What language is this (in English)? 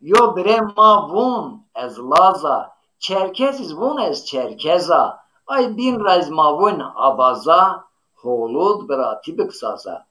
Zaza